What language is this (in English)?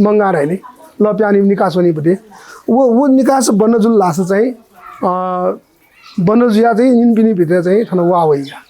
Newari